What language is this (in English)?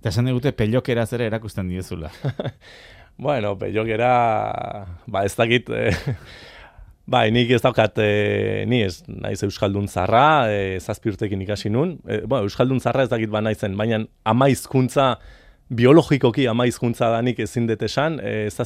Basque